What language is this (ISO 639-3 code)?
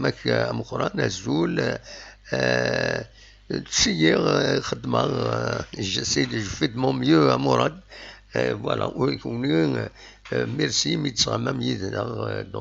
kab